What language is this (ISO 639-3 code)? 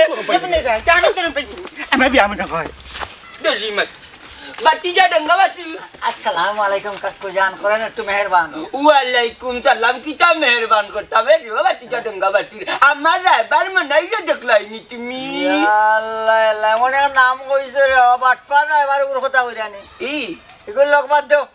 syl